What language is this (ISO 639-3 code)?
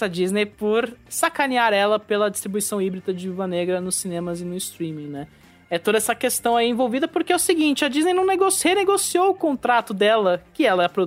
por